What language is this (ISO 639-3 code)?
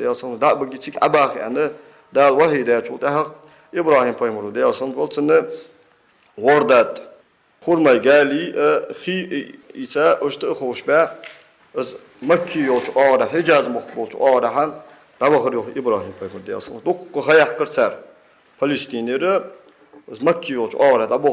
inh